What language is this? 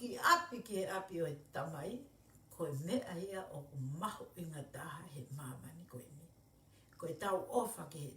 Tongan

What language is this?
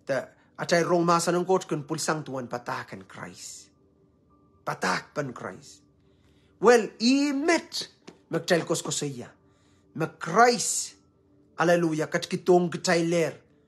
Pohnpeian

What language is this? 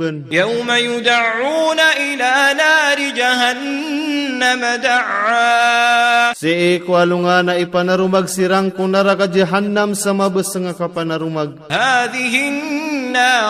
Maranao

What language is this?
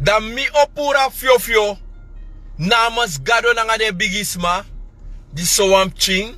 Sranan Tongo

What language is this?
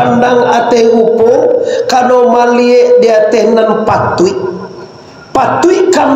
Minangkabau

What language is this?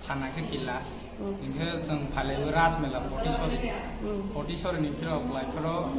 Riang (India)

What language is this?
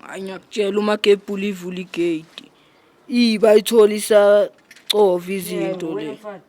Zulu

